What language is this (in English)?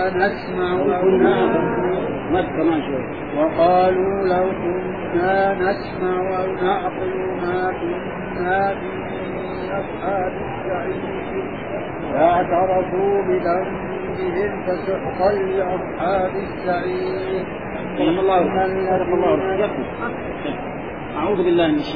Arabic